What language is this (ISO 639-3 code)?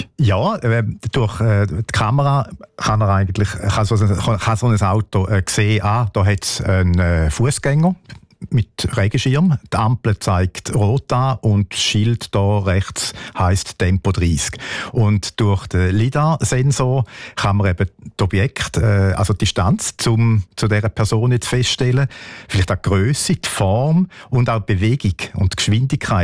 deu